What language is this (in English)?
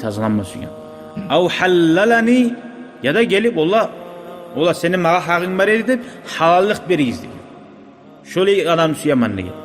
Kumyk